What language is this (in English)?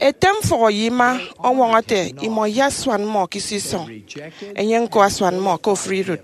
Efik